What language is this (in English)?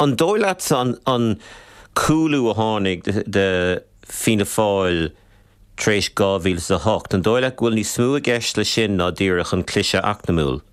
Irish